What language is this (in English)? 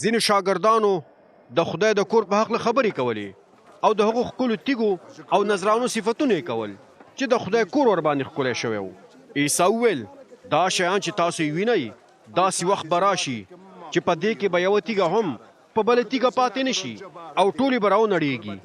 Pashto